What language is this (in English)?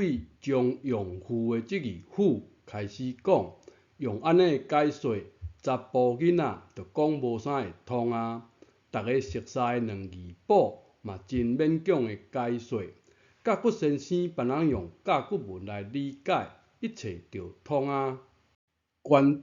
Min Nan Chinese